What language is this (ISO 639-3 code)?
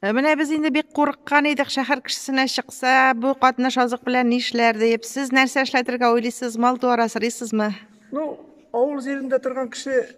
tat